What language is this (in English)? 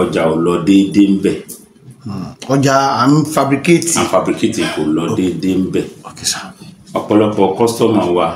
Yoruba